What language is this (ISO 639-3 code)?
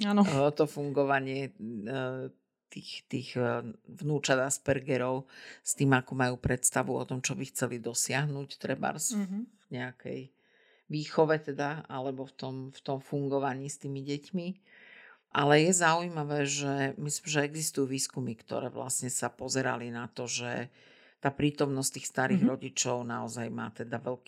slk